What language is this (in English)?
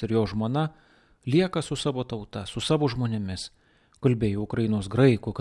Lithuanian